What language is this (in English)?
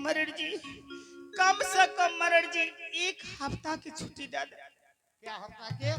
Angika